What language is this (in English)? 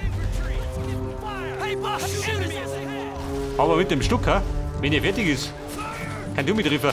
Bavarian